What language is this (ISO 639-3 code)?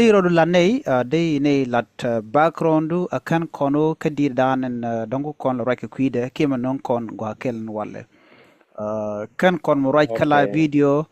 nus